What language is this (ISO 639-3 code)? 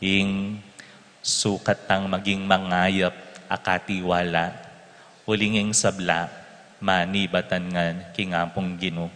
pam